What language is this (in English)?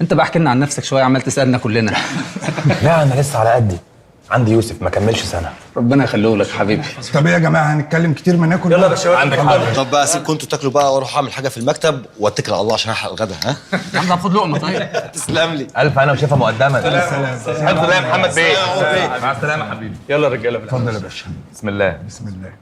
Egyptian Arabic